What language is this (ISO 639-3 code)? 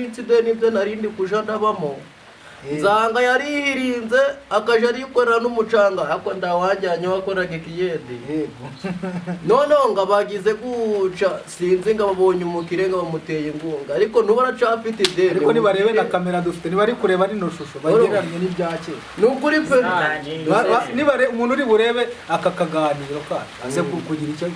kin